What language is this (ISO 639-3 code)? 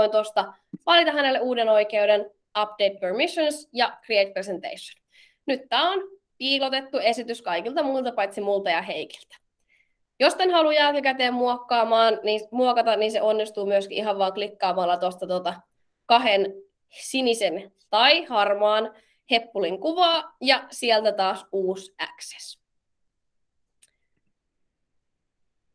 fin